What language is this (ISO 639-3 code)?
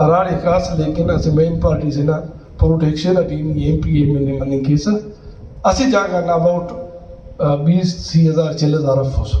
brh